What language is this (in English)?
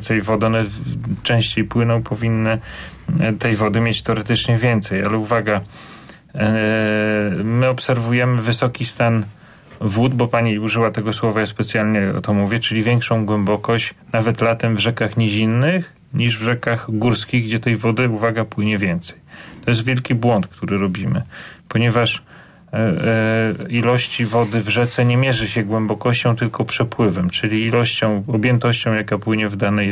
Polish